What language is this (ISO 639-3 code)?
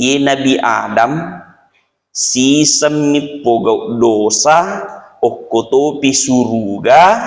bug